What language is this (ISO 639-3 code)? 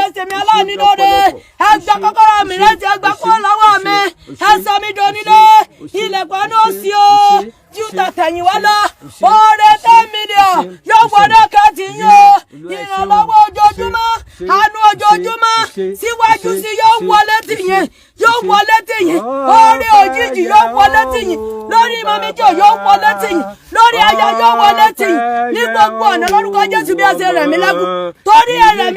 yor